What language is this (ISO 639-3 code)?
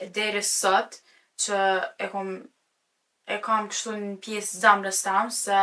sqi